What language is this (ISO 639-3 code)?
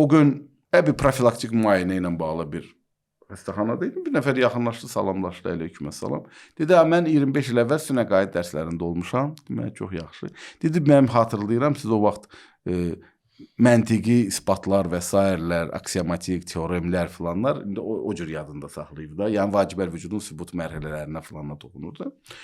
aze